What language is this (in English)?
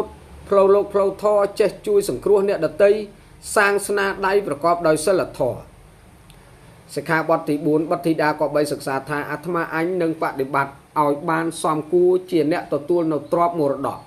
Khmer